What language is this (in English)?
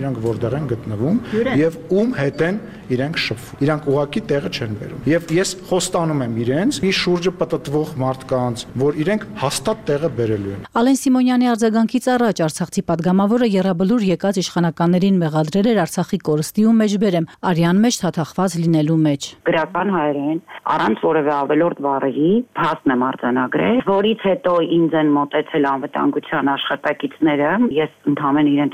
Armenian